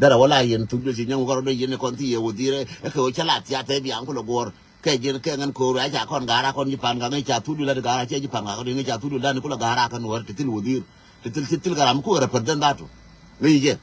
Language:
Nuer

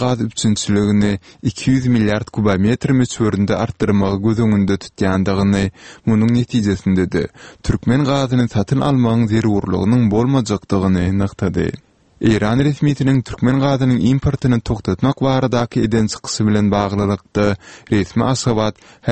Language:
Turkmen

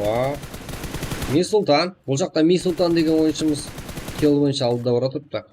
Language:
Kara-Kalpak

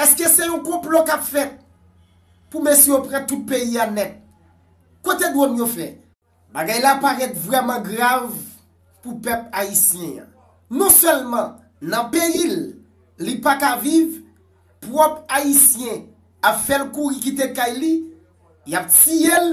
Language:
Haitian Creole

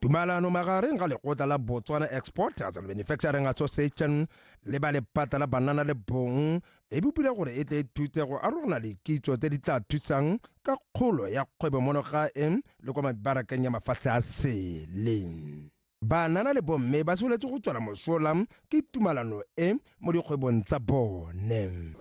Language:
Tswana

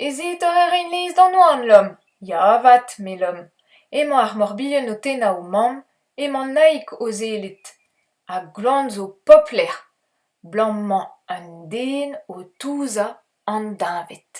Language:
Breton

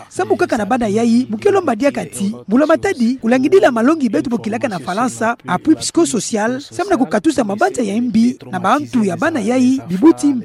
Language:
Kituba (Democratic Republic of Congo)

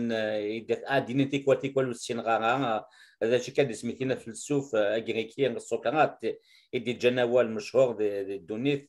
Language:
Kabyle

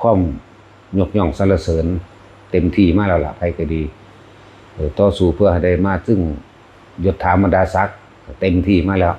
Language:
Northeastern Thai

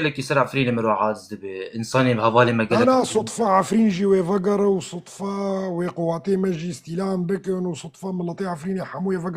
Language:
Kurdish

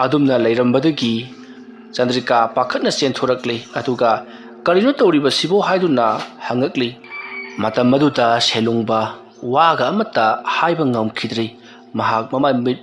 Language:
Manipuri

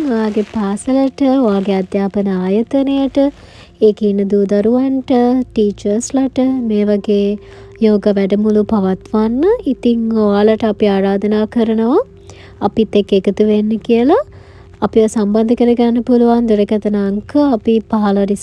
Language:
Sinhala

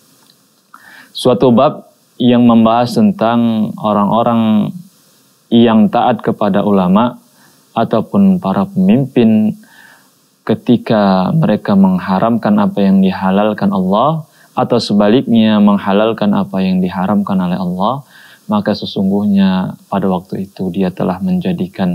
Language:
Indonesian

